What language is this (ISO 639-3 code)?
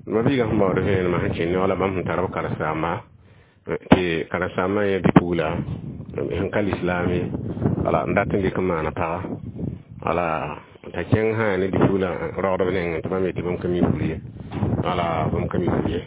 mos